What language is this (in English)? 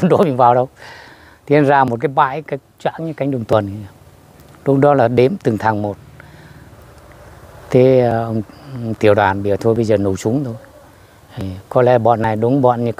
Vietnamese